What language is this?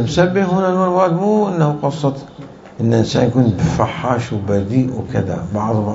Mesopotamian Arabic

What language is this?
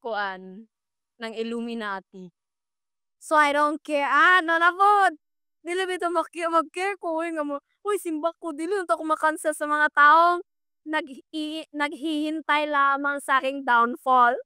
Cebuano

